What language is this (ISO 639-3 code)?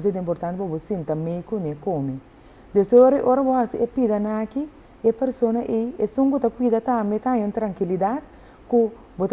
pap